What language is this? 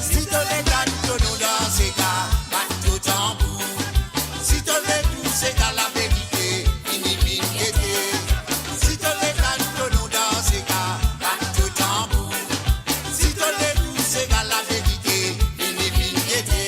Morisyen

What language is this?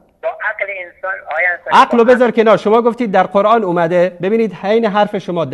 Persian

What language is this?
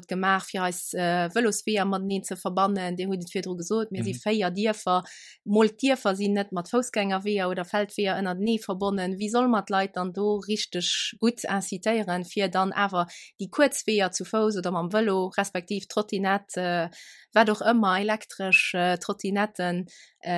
Luxembourgish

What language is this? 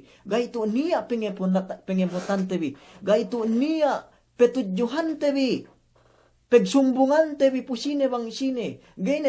Yakan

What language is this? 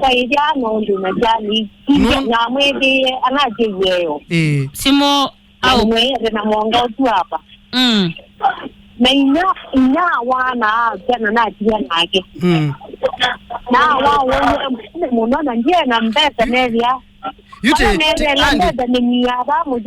Kamba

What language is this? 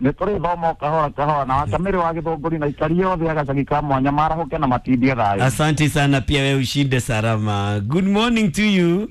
Kikuyu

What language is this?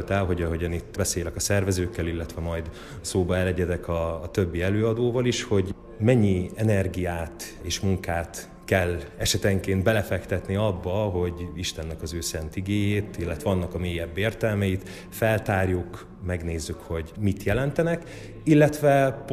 Hungarian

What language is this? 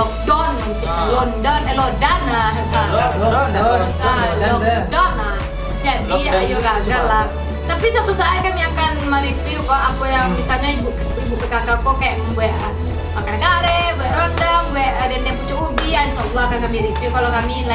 Minangkabau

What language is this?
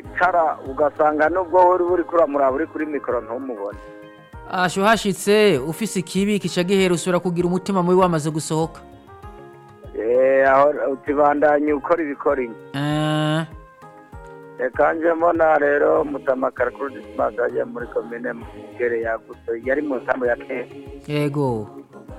Rundi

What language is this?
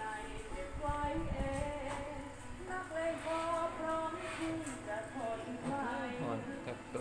Lao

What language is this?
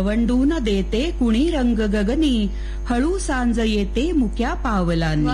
Marathi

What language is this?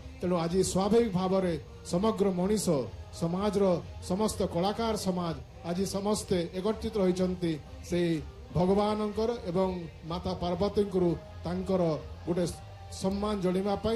Odia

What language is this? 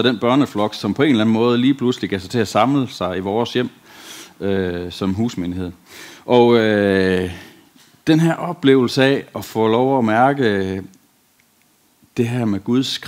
Danish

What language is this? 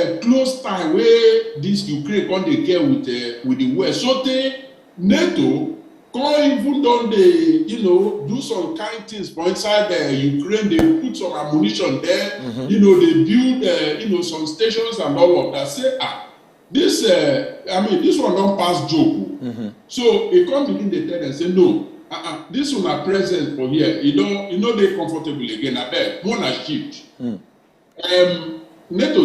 Nigerian Pidgin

